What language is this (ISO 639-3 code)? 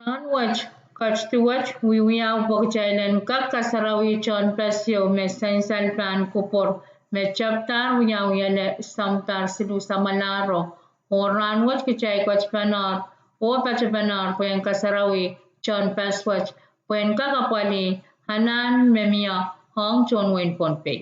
pon